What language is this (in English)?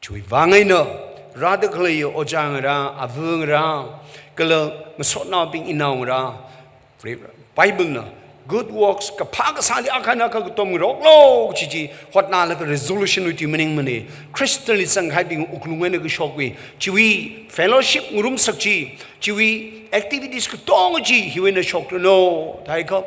Tangkhul Naga (India)